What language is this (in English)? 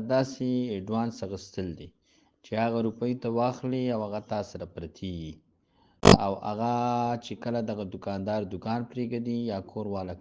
Pashto